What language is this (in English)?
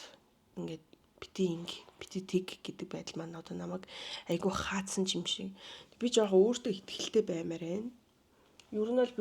Mongolian